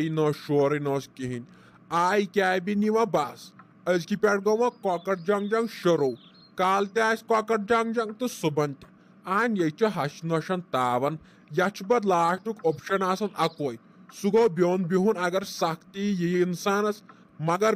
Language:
Kashmiri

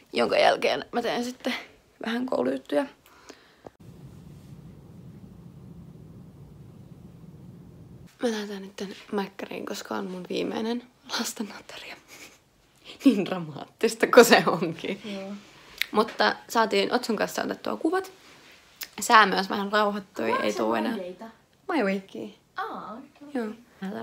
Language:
Finnish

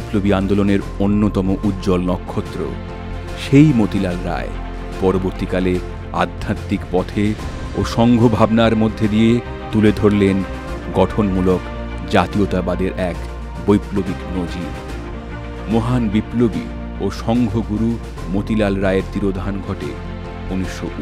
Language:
Bangla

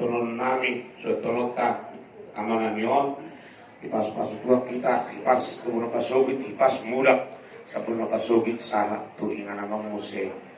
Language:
Batak Toba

